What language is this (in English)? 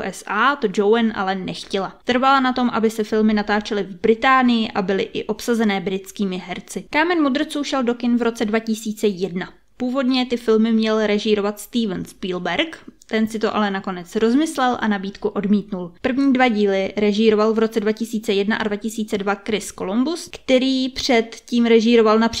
Czech